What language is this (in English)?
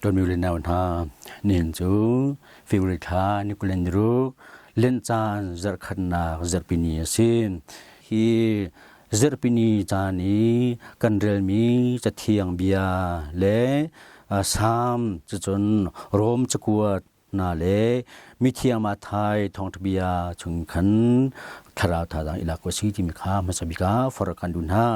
Hakha Chin